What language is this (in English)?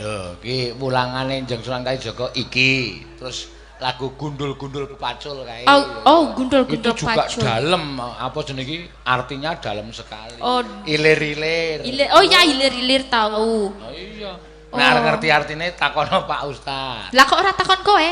Javanese